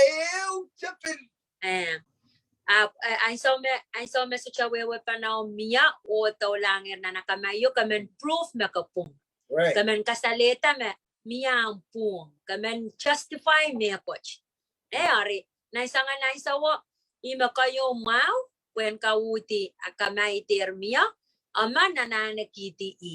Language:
Pohnpeian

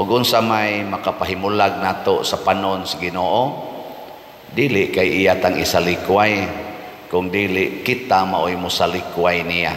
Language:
Cebuano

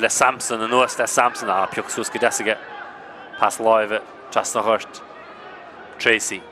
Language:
Irish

